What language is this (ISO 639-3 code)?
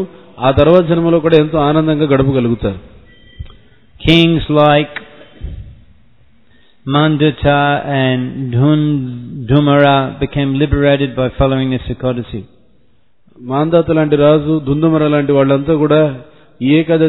tel